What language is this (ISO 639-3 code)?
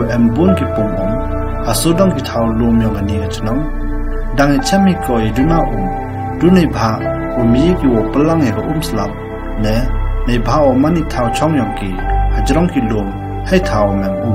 kha